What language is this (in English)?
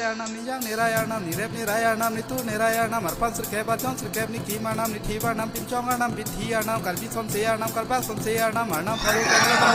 Karbi